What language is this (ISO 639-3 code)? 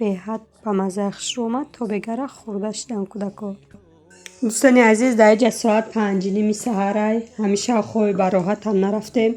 tgk